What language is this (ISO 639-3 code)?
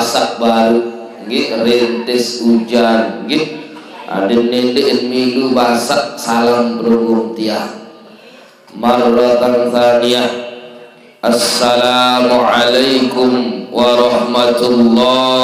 sas